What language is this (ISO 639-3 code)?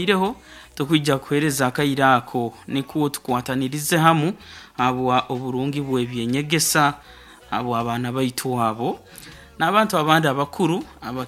nyo